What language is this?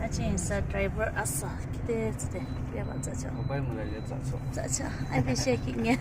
Yimchungru Naga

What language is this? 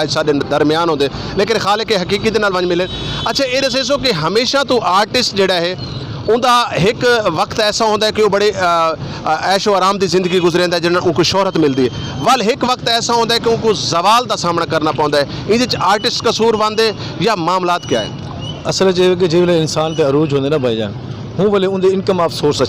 Saraiki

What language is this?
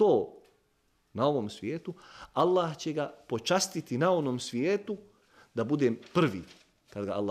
Bosnian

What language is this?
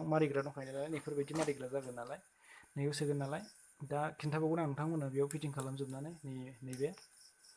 Bodo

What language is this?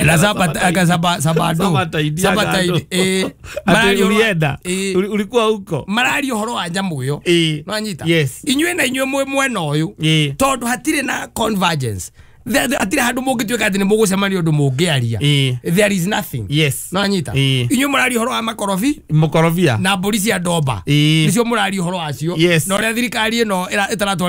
Kikuyu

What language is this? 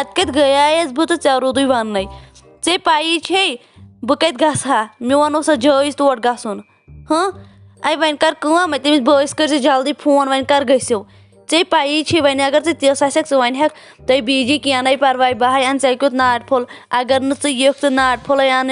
Kashmiri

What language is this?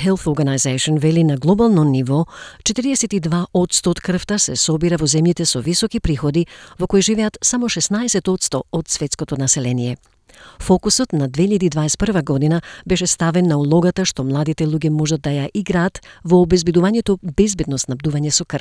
Macedonian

